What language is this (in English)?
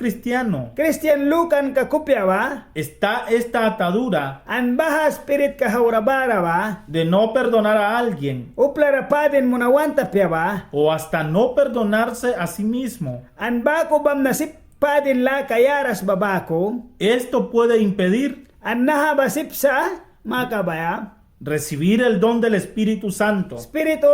Mískito